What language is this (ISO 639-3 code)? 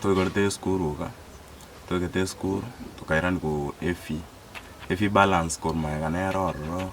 guz